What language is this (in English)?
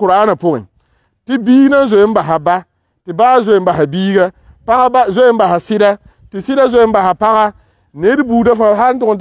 Mossi